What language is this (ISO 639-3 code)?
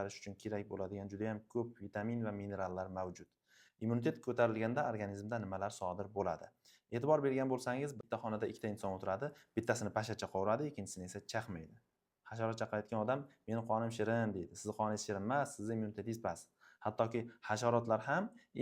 uzb